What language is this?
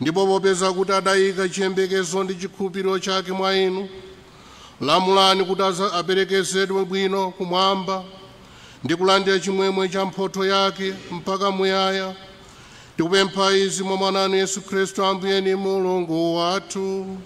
Nyanja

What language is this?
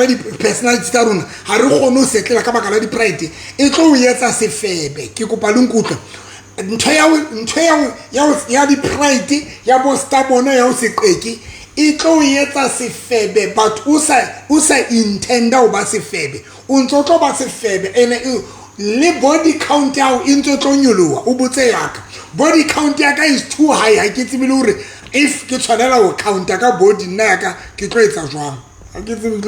Southern Sotho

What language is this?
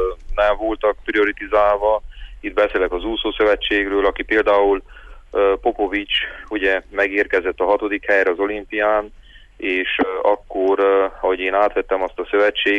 Hungarian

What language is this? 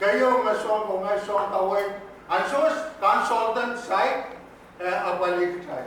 Pohnpeian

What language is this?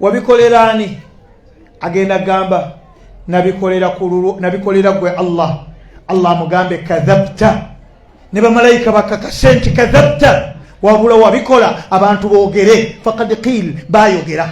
Ganda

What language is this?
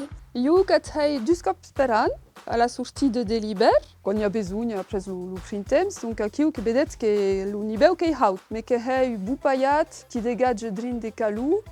Occitan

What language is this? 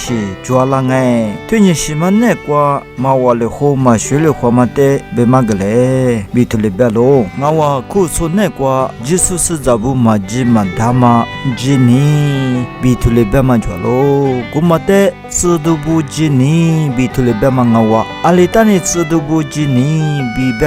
Lisu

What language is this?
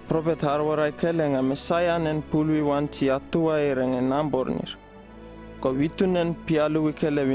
Uripiv-Wala-Rano-Atchin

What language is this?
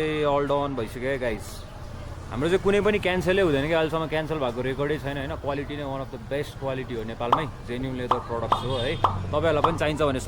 Nepali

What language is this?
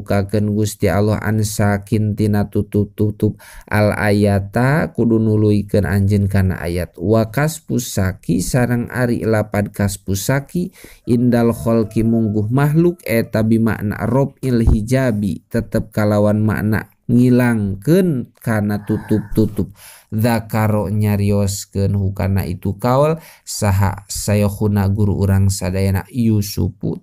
Sundanese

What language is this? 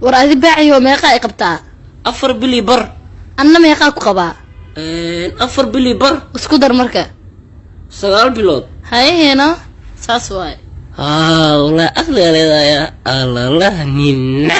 Somali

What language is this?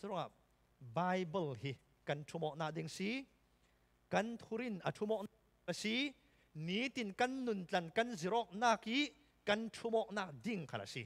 Falam Chin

